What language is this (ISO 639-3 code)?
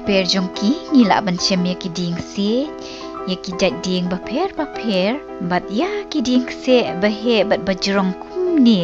kha